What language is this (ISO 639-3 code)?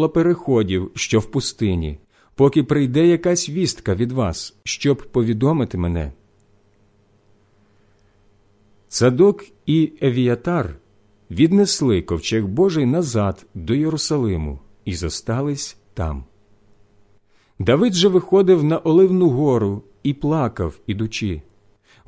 ukr